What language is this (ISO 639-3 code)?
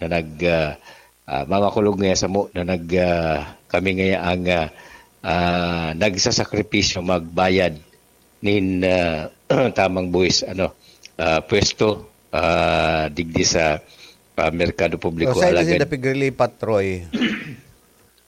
bik